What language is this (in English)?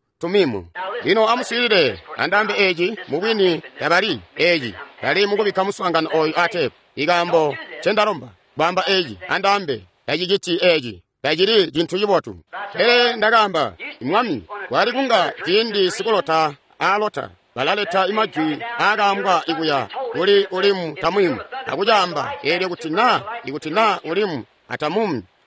Tonga (Zambia)